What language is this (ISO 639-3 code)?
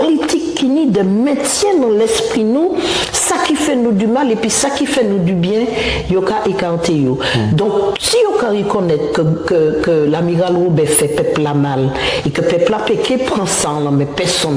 gcf